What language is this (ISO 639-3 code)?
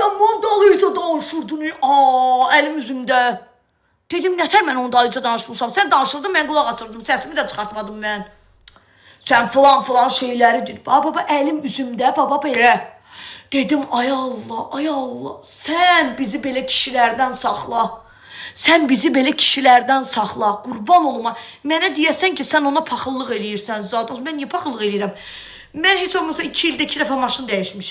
aze